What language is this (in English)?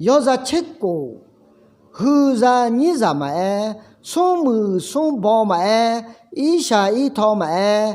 Akha